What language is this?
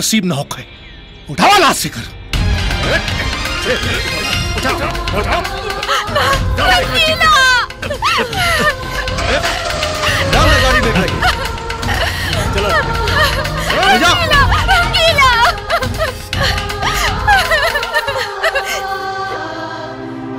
Bhojpuri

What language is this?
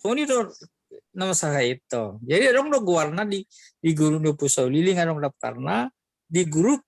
Batak Toba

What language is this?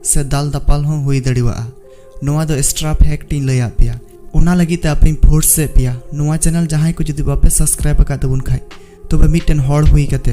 Santali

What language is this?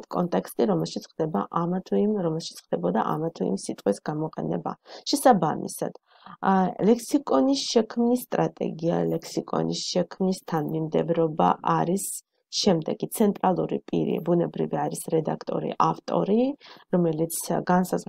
Georgian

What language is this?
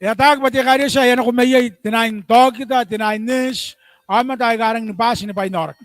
Gilbertese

